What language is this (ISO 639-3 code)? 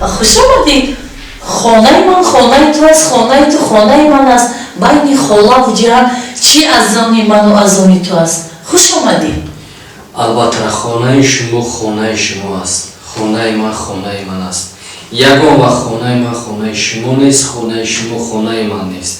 tgk